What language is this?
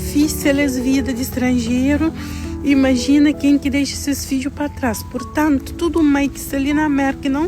Kabuverdianu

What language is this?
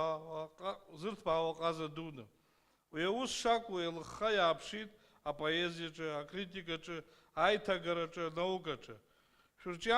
Abkhazian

